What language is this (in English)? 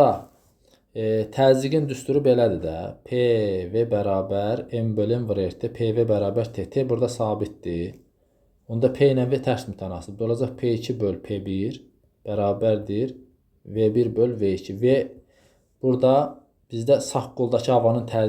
Azerbaijani